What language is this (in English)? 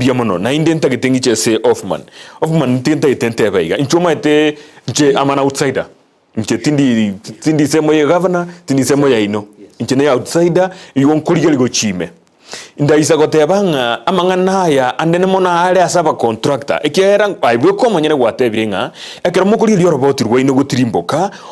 Gusii